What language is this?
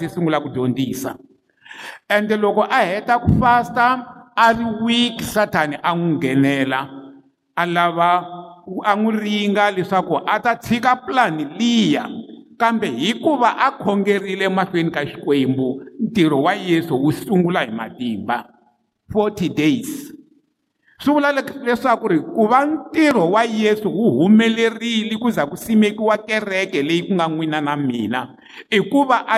Tsonga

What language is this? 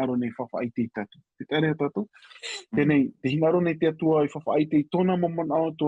Tahitian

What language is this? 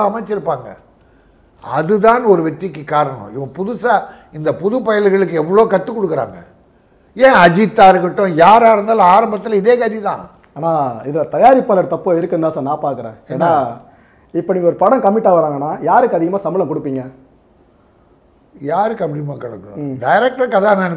Tamil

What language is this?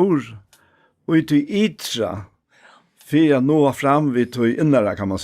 Faroese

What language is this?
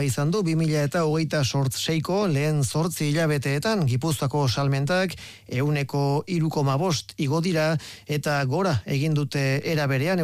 Basque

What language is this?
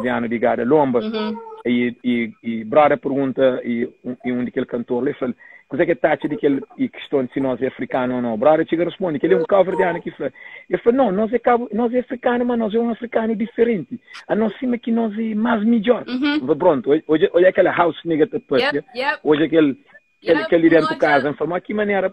Kabuverdianu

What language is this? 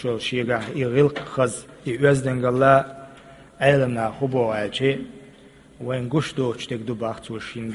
Chechen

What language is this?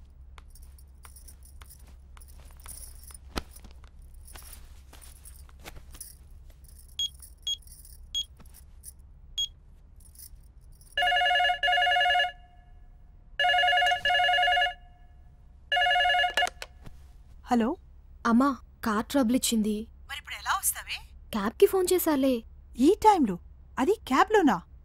Telugu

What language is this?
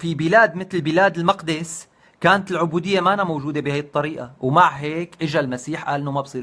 North Levantine Arabic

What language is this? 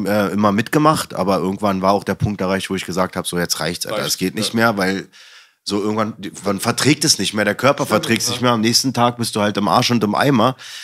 German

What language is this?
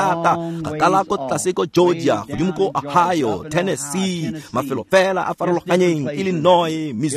Tswana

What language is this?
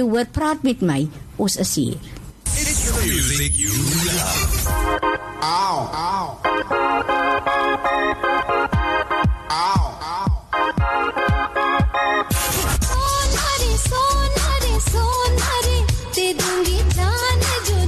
Afrikaans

